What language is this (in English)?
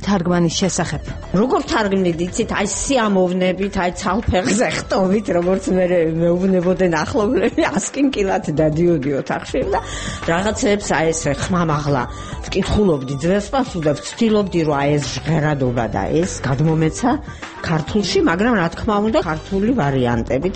Georgian